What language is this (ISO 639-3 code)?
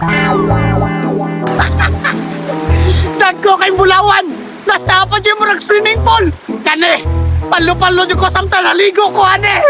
ceb